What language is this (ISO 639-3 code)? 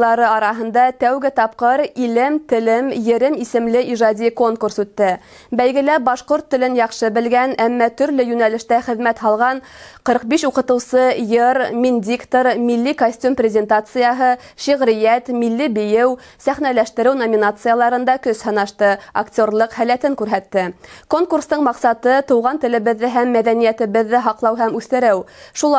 bak